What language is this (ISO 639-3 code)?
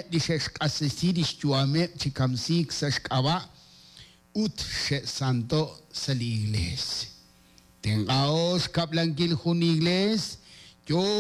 kek